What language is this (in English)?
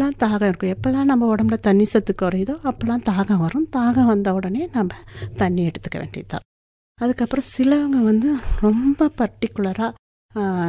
Tamil